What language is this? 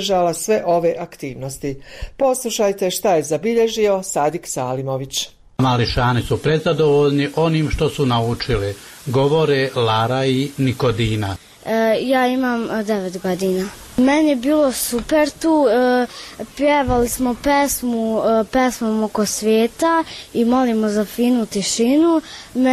Bosnian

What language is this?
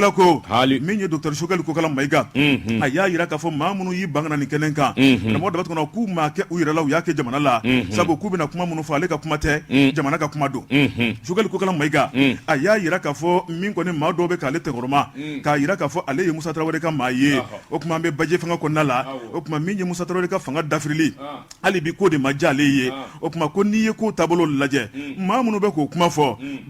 Bambara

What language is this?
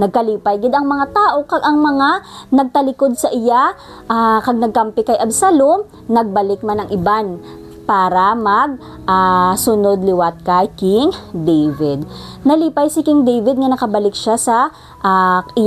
Hiligaynon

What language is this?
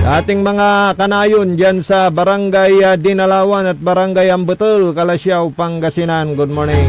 Pangasinan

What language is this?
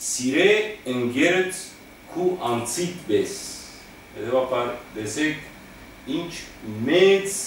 Western Armenian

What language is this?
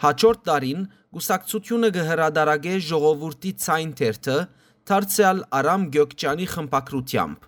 Western Armenian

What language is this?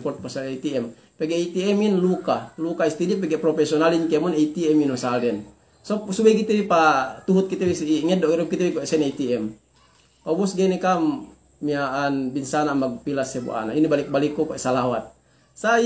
Yakan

